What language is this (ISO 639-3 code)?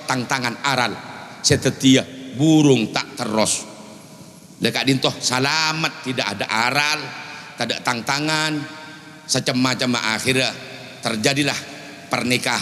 mad